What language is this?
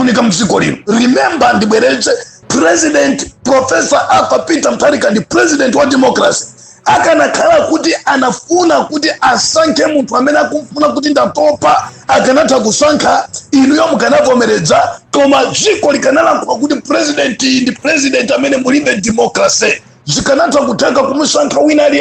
Nyanja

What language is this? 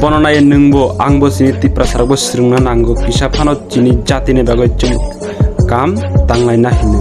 Kok Borok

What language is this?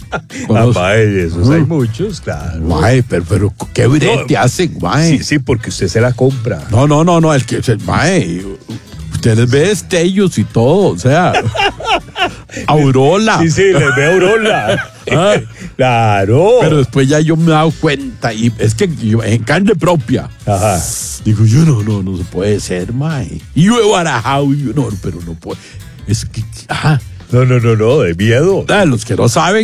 Spanish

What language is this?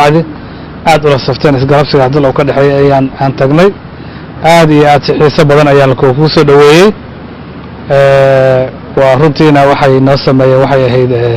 Somali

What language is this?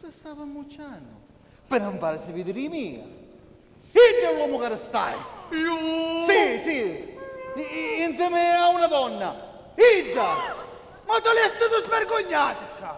Sicilian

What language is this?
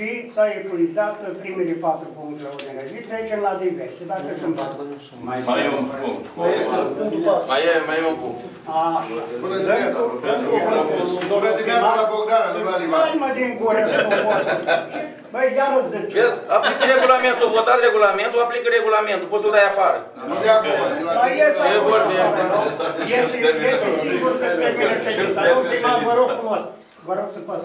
Romanian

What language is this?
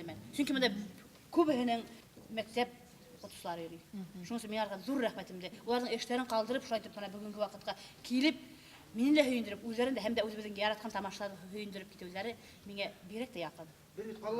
Bashkir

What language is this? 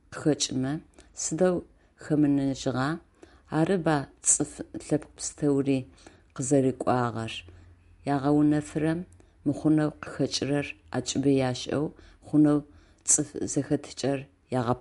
Adyghe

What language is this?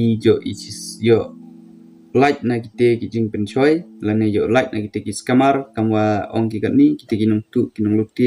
Pnar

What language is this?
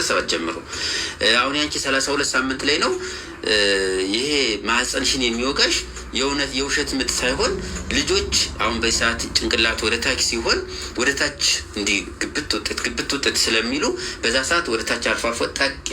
Amharic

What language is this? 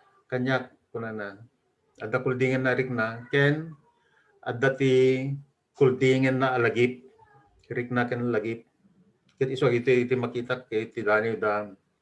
Iloko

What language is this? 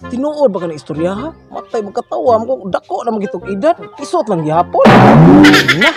Cebuano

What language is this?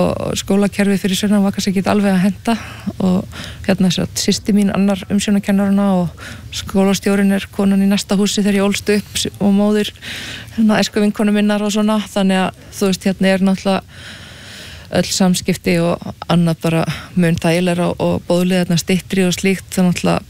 Icelandic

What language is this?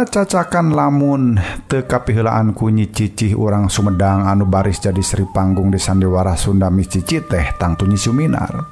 Sundanese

